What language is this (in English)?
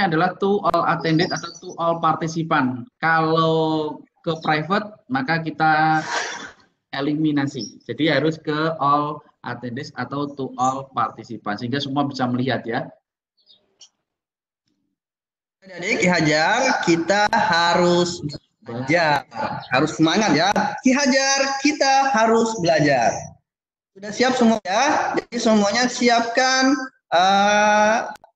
Indonesian